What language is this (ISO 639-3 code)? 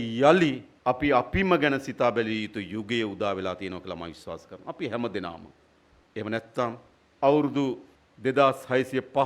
sin